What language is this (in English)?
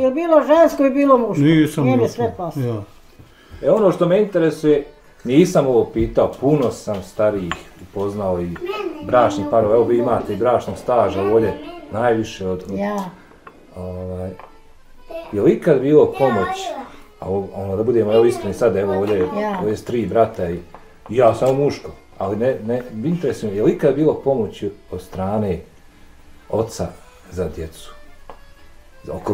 Bosnian